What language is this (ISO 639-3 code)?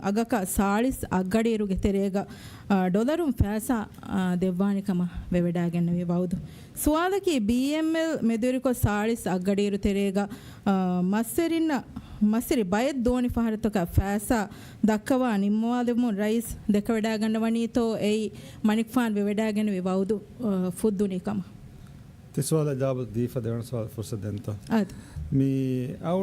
div